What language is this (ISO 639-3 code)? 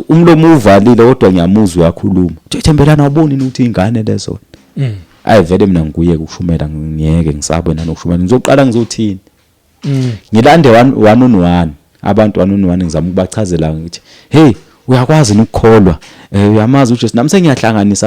zul